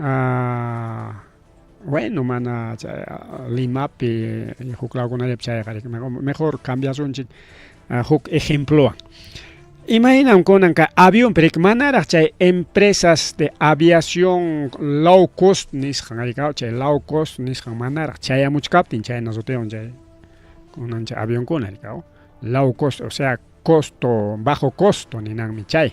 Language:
Ayacucho Quechua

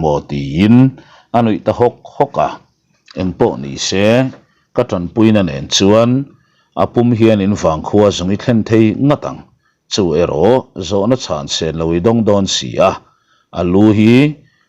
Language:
Mizo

